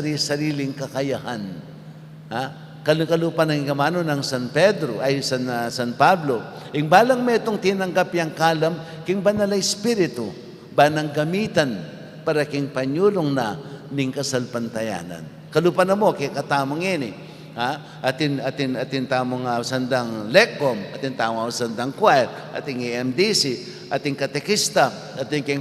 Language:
Pampanga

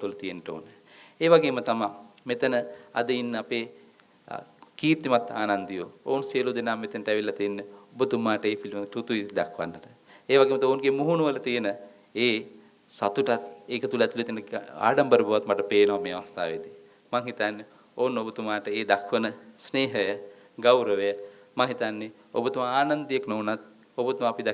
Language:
Sinhala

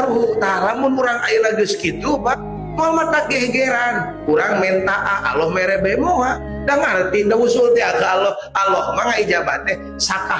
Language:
Sundanese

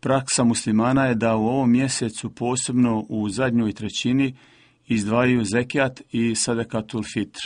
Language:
Bosnian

